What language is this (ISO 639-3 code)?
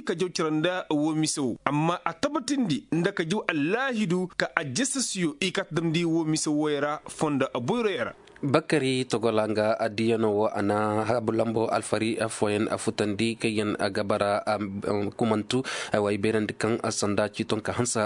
ses